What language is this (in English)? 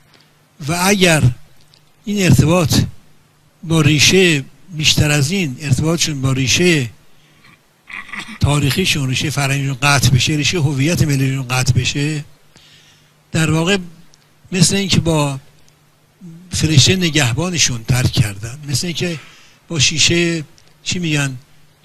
Persian